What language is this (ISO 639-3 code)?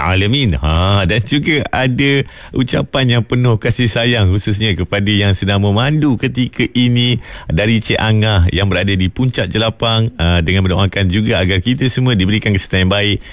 msa